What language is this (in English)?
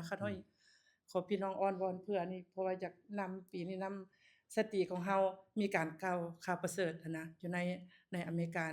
Lao